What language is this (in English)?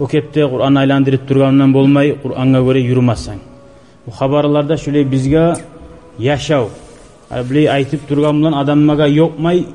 Kumyk